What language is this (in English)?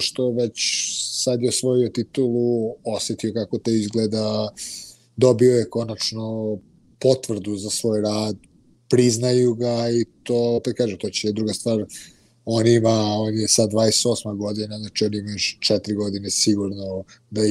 Serbian